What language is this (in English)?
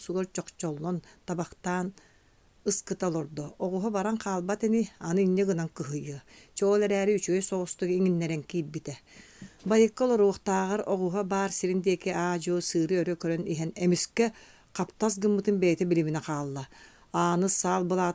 Yakut